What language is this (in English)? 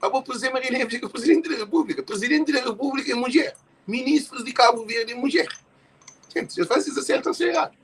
Kabuverdianu